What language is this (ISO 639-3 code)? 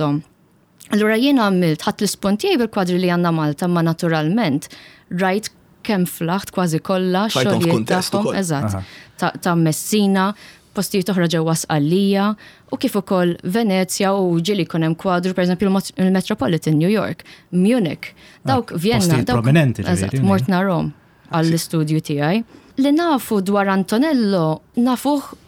mlt